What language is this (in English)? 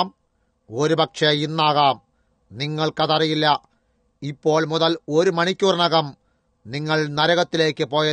Malayalam